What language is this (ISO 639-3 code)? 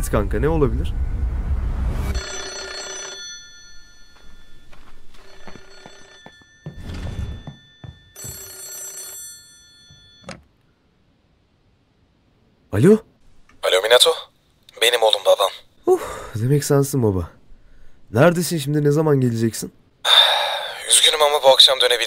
tur